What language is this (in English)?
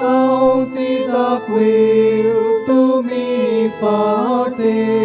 Konkani